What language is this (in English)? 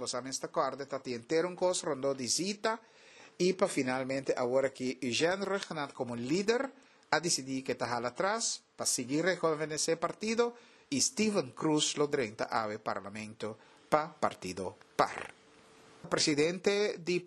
Papiamento